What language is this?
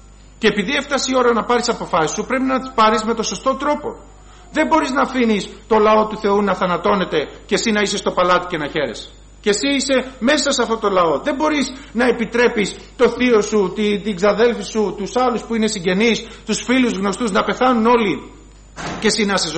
Greek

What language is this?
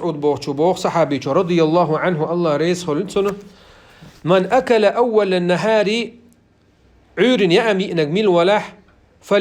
Chechen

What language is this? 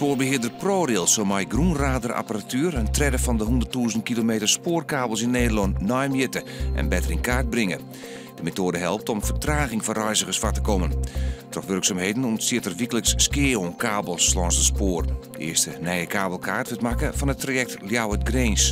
Western Frisian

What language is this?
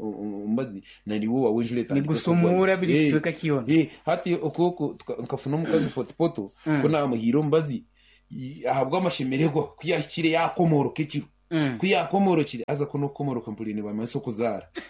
Nyankole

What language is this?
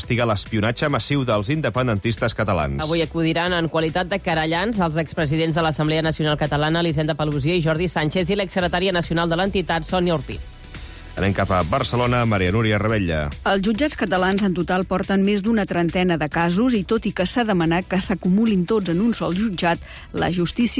Catalan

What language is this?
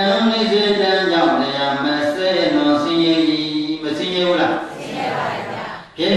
Burmese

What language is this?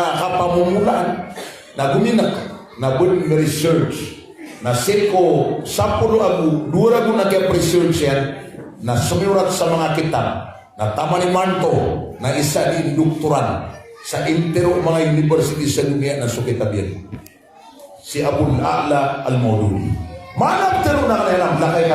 Maranao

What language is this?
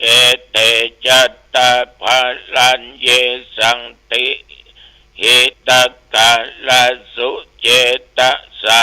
Pali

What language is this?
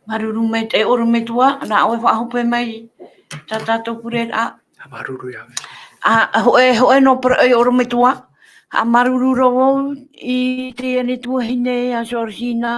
Tahitian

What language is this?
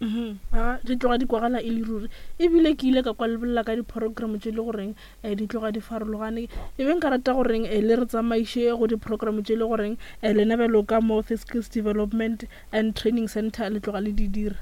Northern Sotho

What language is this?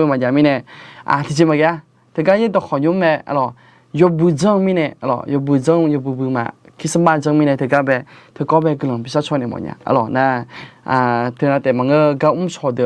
Akha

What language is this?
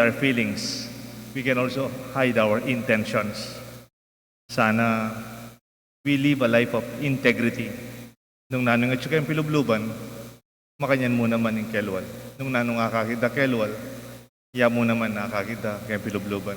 Pampanga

